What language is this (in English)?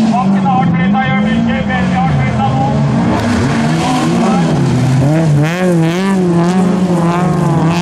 Norwegian